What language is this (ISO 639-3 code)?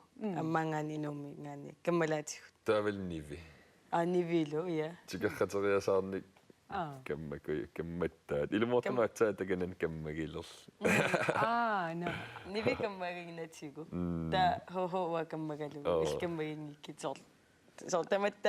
kal